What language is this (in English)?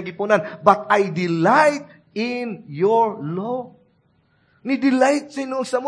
Cebuano